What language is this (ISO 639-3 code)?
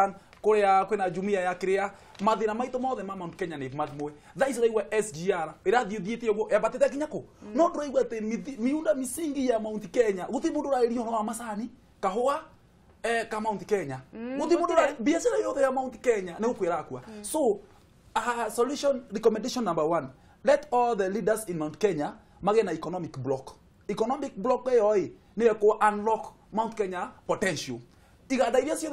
kik